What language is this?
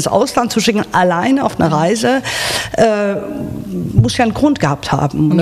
German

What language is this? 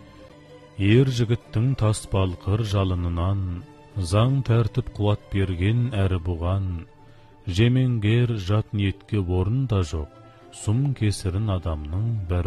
Kazakh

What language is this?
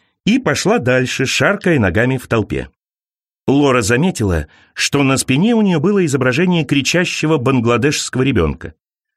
Russian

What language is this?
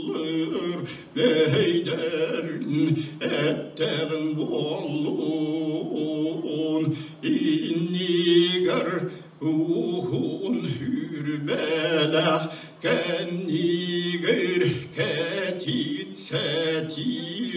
Yakut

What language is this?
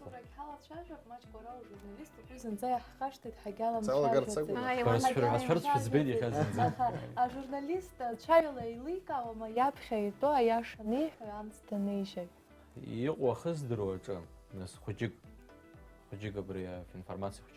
Abkhazian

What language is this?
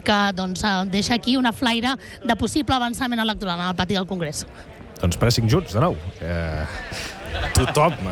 Catalan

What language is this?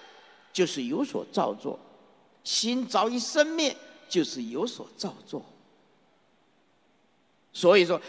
Chinese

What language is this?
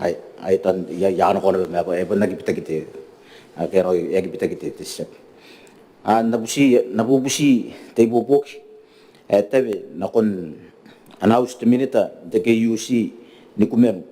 Gilbertese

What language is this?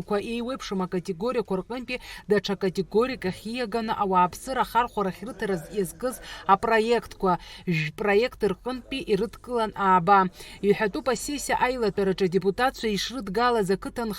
Abkhazian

